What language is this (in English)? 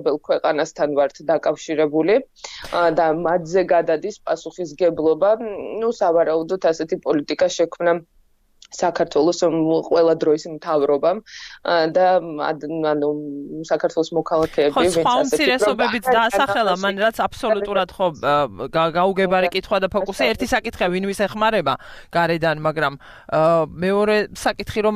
Georgian